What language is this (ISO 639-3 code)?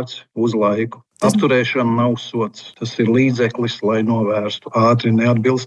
lav